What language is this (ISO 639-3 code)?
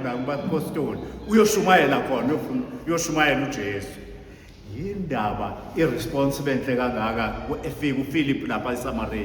zul